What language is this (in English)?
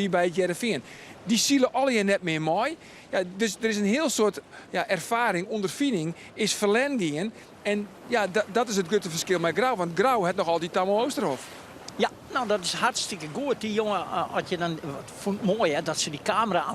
Western Frisian